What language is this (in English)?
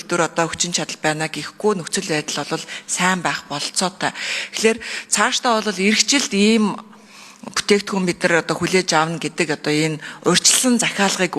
Mongolian